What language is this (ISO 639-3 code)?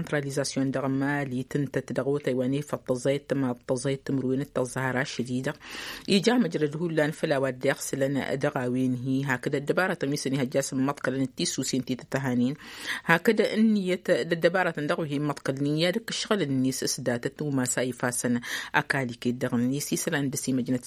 taq